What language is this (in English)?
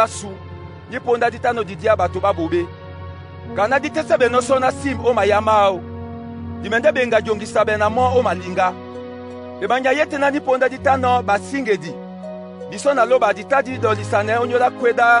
Duala